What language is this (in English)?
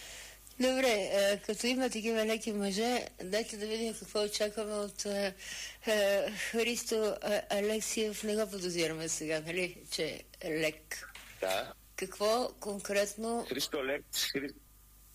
Bulgarian